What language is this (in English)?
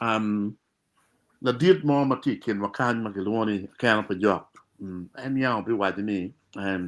Acoli